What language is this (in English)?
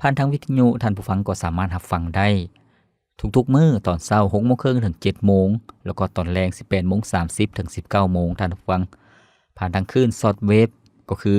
Lao